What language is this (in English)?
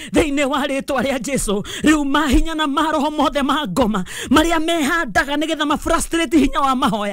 Kikuyu